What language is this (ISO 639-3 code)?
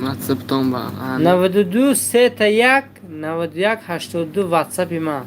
tgk